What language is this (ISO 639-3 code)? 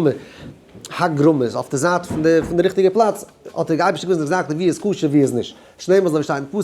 yid